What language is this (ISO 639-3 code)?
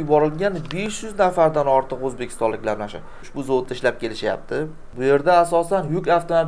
uzb